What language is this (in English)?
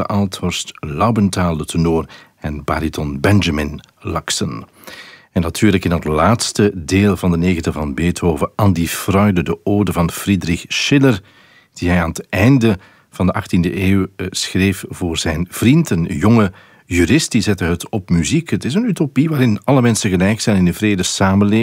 Dutch